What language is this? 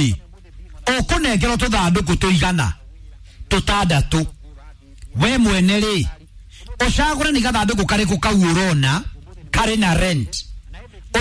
Kikuyu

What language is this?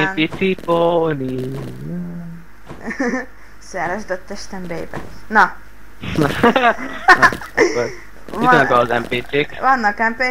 Hungarian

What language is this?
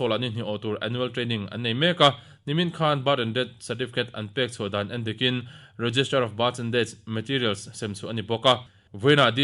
Mizo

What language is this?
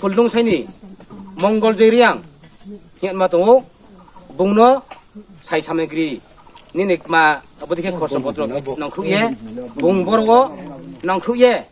Riang (India)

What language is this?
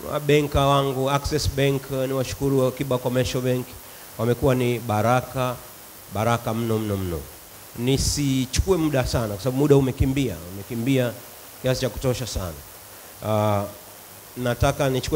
Swahili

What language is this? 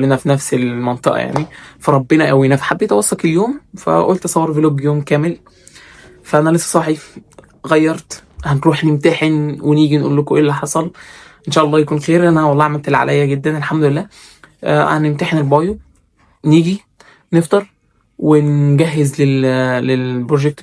Egyptian Arabic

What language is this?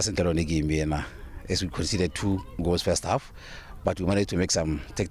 Tswana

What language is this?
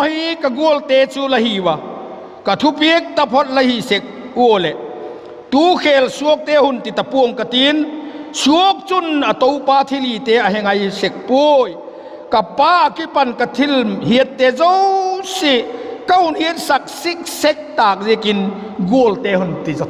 Vaiphei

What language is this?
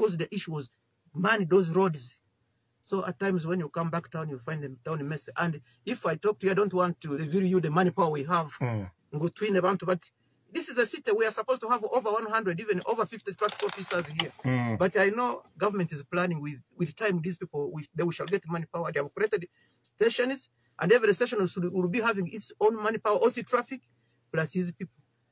Nyoro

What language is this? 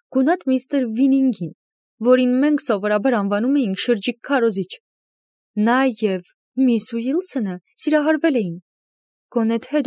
Armenian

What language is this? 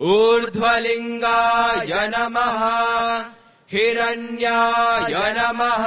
Sanskrit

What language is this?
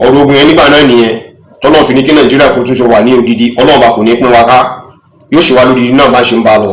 Yoruba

